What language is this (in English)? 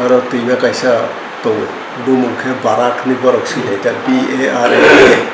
Kok Borok